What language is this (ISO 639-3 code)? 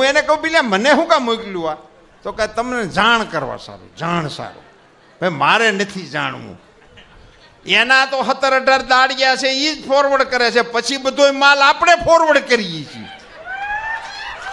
guj